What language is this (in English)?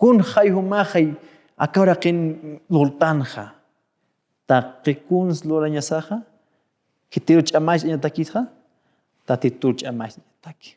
Aymara